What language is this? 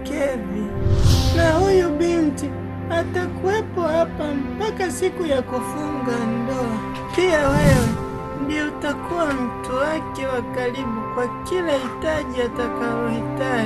Swahili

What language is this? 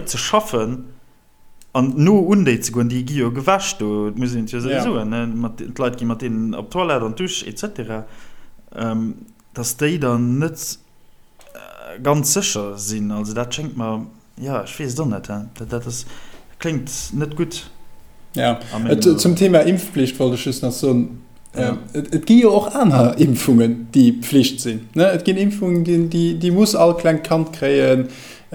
Luxembourgish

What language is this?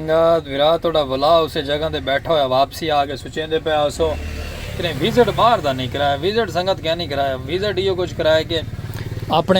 Saraiki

